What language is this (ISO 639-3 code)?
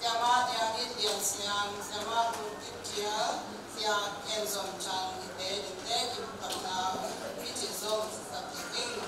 ctd